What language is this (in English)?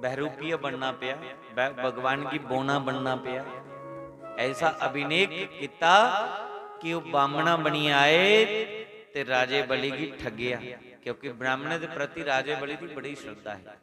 Dogri